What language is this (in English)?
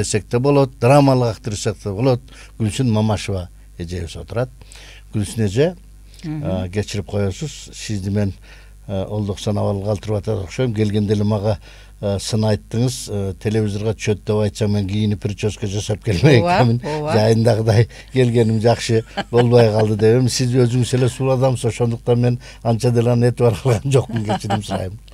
Kyrgyz